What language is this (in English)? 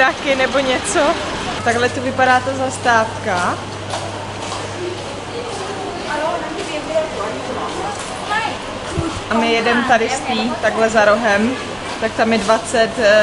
Czech